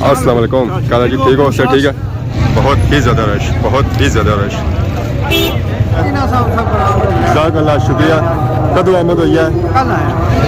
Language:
Pahari-Potwari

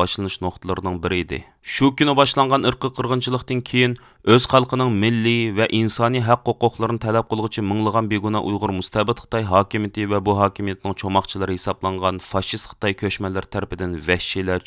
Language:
Uyghur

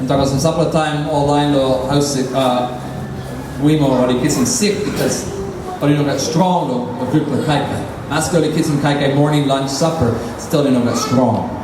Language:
Tok Pisin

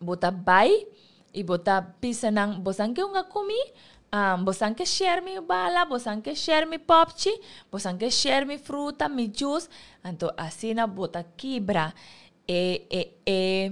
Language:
Papiamento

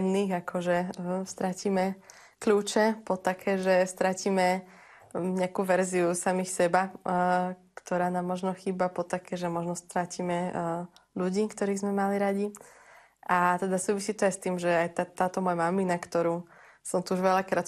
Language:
Slovak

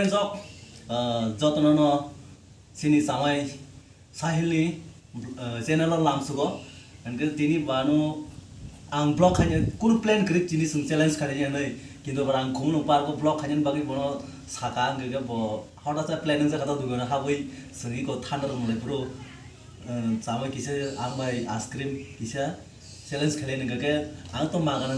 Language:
Kok Borok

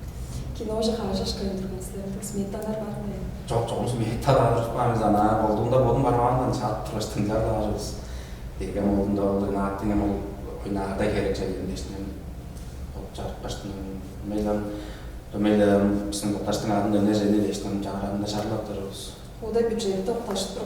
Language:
Tuvinian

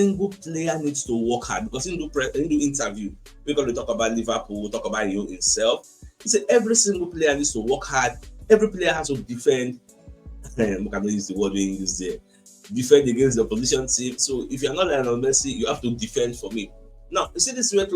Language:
Nigerian Pidgin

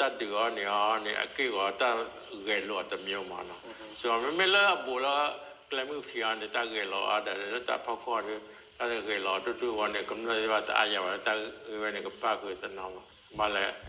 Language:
S'gaw Karen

